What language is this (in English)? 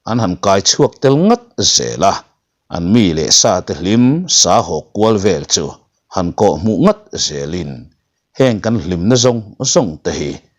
Mizo